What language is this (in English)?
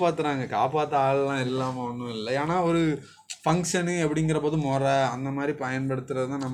Tamil